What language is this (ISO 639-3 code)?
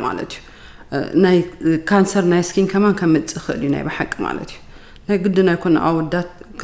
tir